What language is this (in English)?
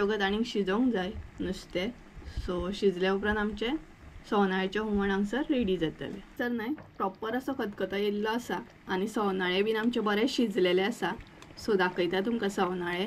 Konkani